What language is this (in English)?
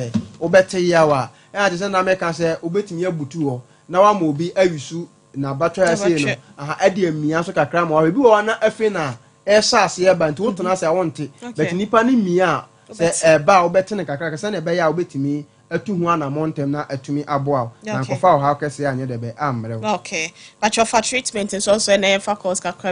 Akan